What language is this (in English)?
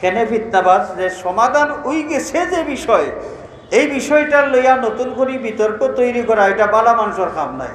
Sylheti